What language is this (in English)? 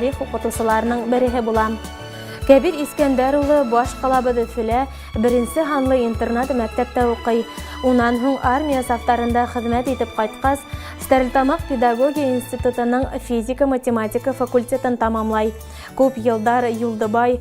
Bashkir